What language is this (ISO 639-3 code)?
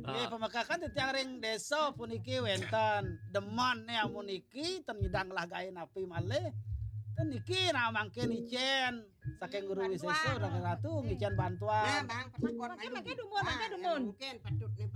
ban